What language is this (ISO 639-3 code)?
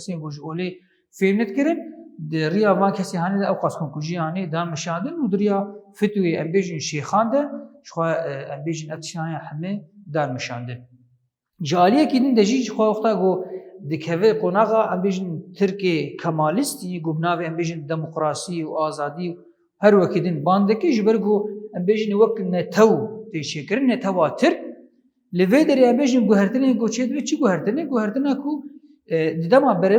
kur